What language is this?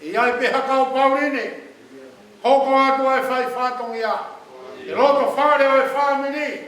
Tongan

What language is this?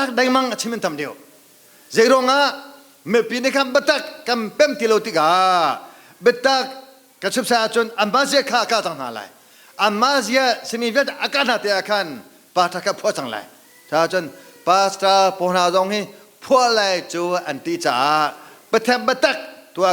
Hakha Chin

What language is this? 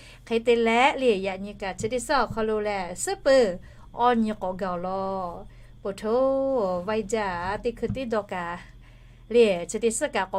Lahu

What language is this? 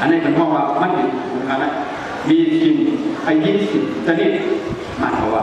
Shan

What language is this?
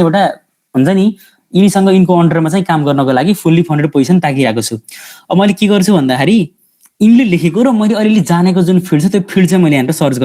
Nepali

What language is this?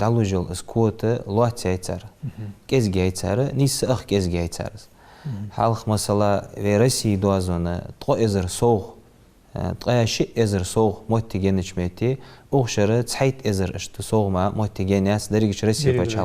Ingush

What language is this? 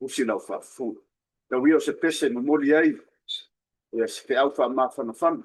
Samoan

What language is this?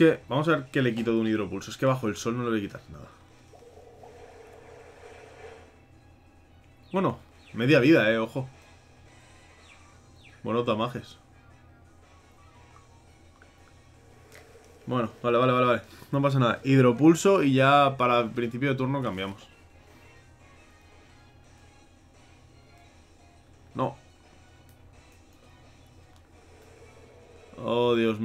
Spanish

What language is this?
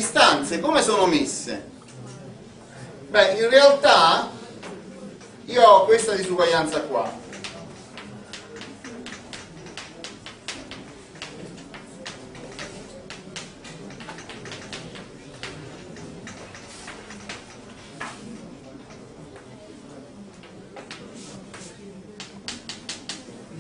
Italian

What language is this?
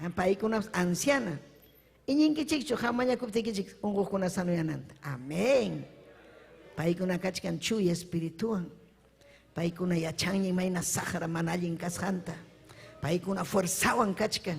Ayacucho Quechua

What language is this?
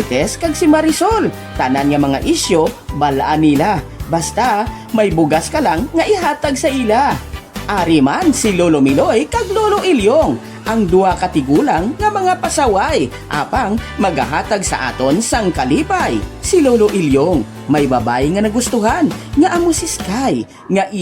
Hiligaynon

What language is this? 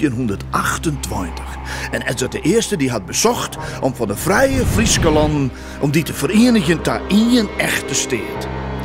Western Frisian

